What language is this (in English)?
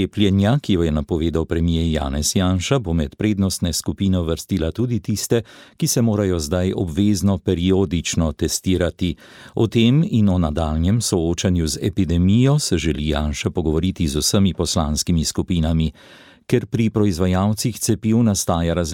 Slovenian